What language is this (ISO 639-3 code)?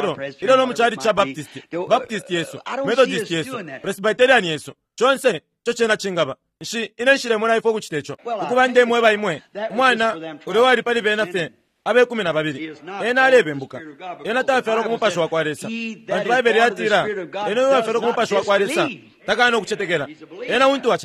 bem